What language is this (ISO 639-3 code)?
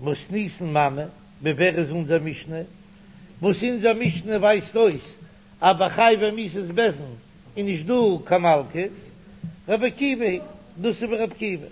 yid